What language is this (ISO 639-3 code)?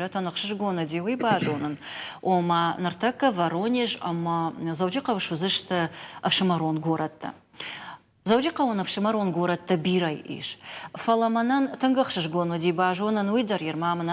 oss